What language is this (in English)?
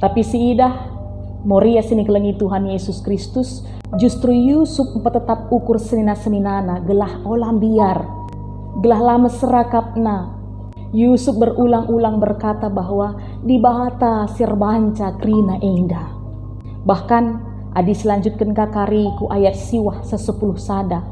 Batak Karo